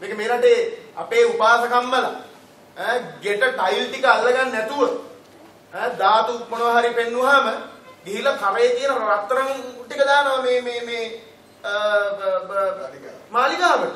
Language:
Sinhala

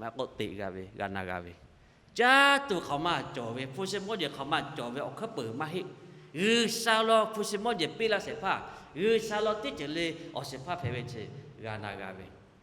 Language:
Lahu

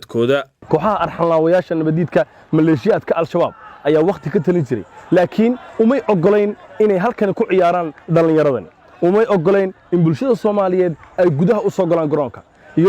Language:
Somali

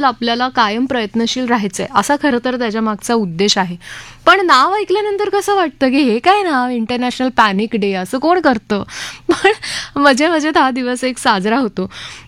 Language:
Marathi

